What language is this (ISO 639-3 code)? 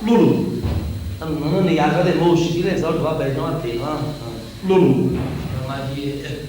nap